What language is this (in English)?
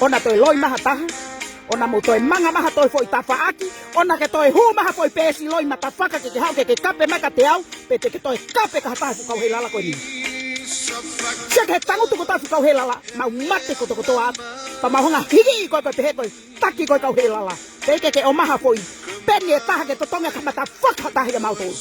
Tongan